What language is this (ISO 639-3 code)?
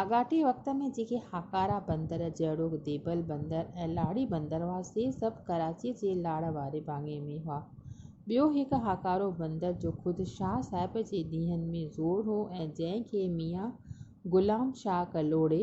snd